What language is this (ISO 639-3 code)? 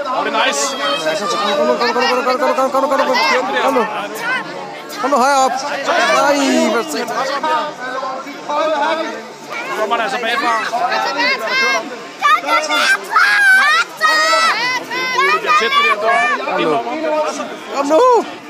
dan